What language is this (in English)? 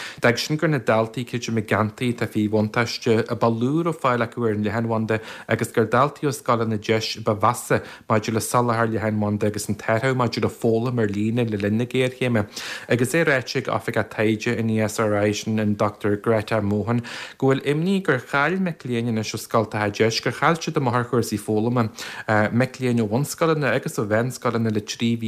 Irish